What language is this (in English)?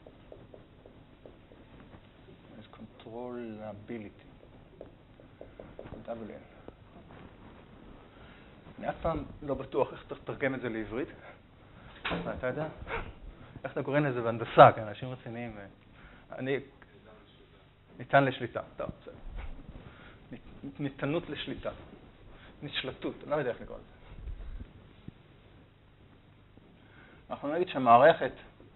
Hebrew